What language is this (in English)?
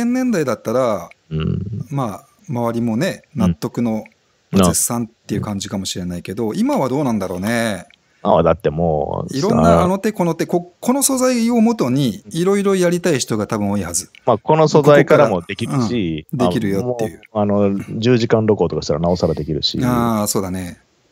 Japanese